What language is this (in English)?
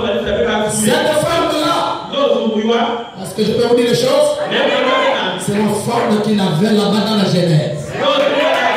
French